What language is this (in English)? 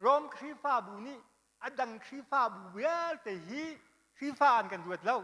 Hakha Chin